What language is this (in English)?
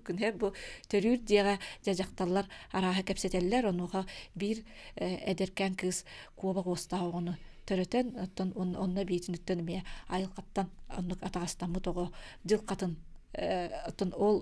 Yakut